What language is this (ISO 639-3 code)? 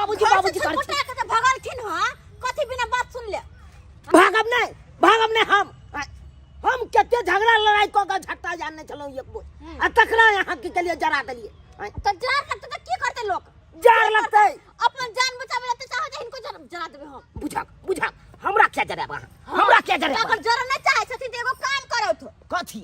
mai